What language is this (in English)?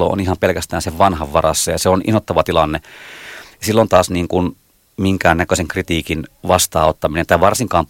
Finnish